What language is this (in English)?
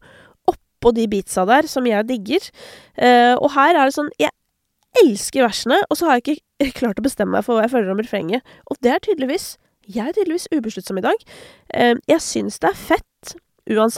Norwegian